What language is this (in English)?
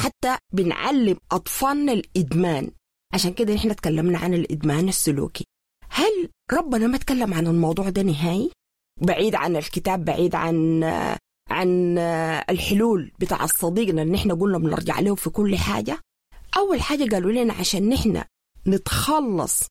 Sudanese Arabic